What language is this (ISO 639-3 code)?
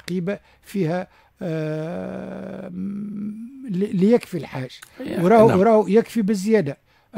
aeb